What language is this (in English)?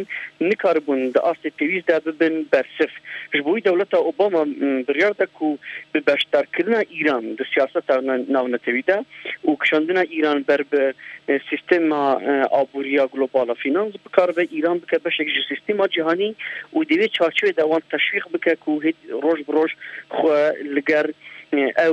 Kurdish